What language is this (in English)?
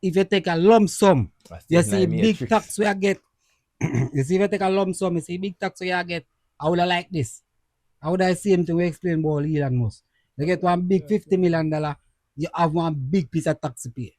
Jamaican Creole English